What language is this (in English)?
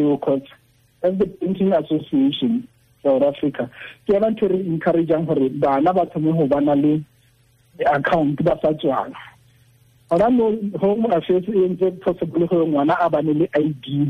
Tswana